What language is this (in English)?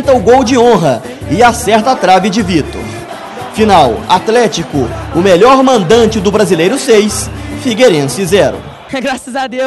Portuguese